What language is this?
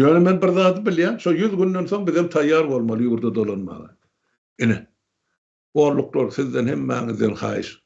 Turkmen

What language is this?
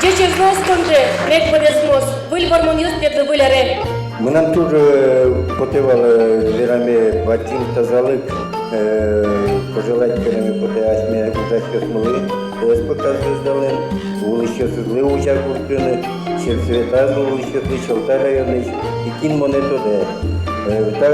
Udmurt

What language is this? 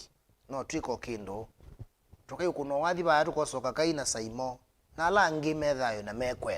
Kamba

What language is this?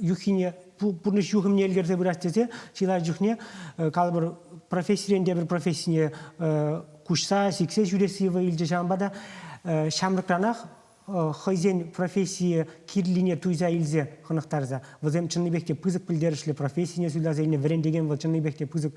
Chuvash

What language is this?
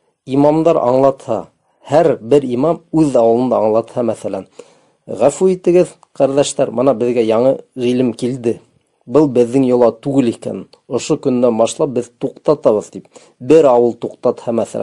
Bashkir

